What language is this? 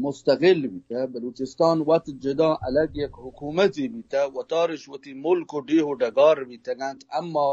Baluchi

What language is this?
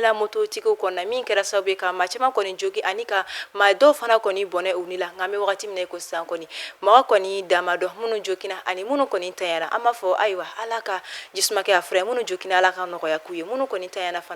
Bambara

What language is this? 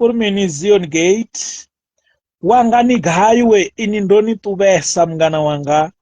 Venda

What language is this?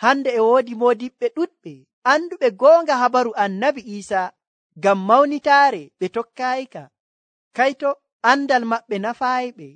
Nigerian Fulfulde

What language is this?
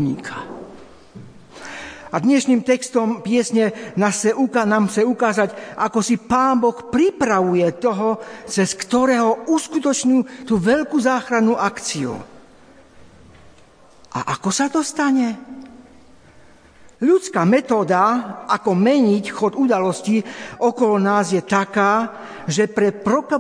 Slovak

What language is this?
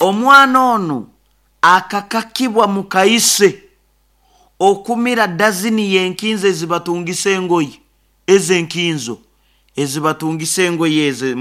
Nyoro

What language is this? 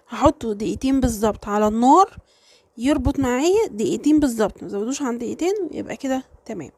Egyptian Arabic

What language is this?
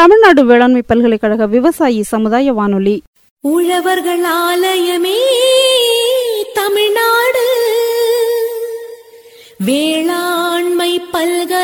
Tamil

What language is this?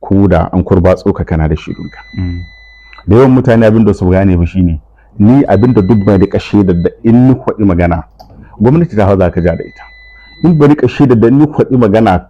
Hausa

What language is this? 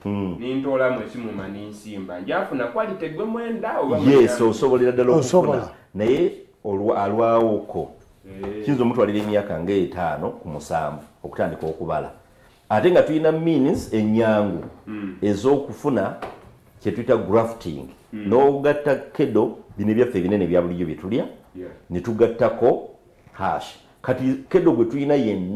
Soga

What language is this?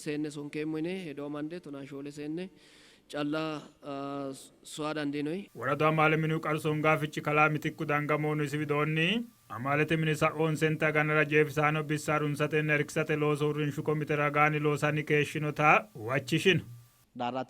Sidamo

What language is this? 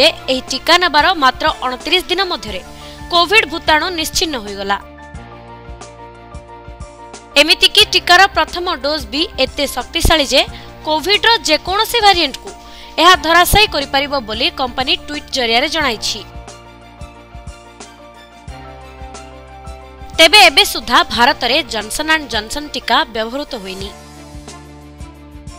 Odia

